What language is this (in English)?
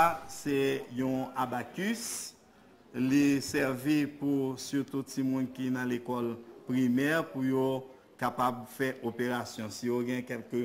Haitian Creole